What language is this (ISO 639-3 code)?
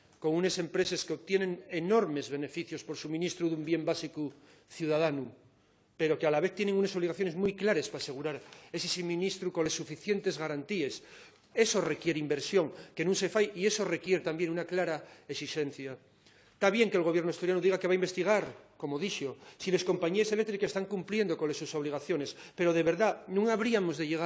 ast